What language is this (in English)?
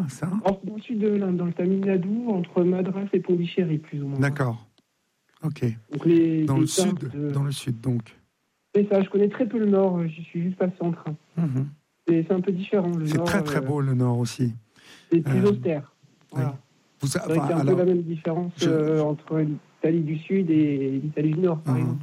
French